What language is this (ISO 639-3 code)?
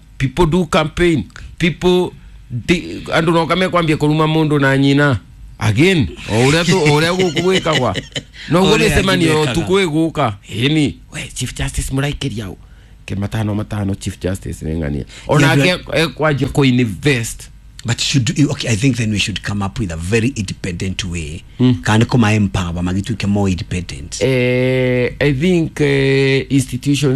kik